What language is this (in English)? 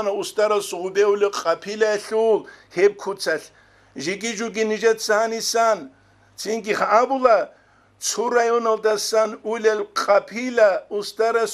Avaric